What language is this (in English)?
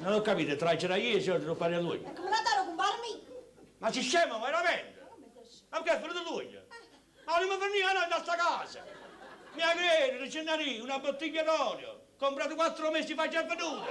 Neapolitan